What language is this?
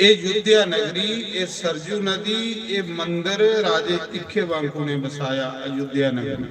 Dogri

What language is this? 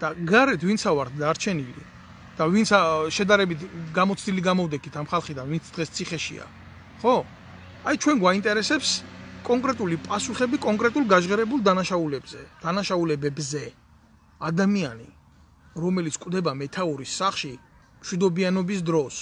Georgian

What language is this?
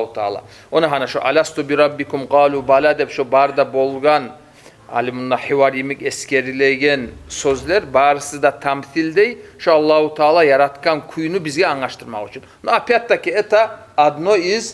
Kumyk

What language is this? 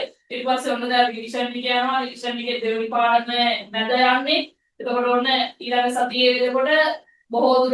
Sinhala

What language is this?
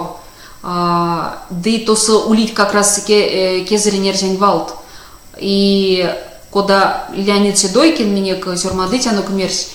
Erzya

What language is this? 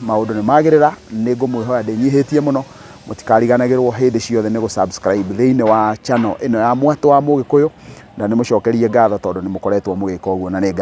Kikuyu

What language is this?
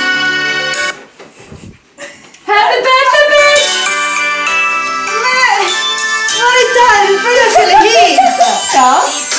Swedish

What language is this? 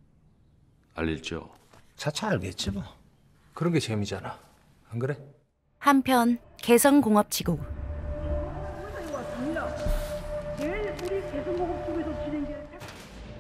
Korean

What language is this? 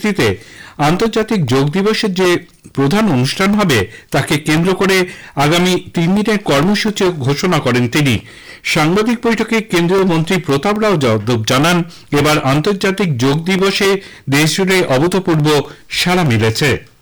Bangla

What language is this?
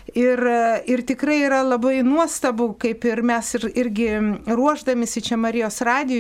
Lithuanian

